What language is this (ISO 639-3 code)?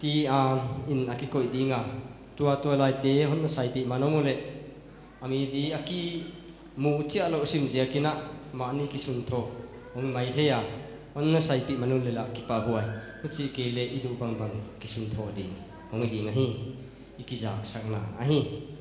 pck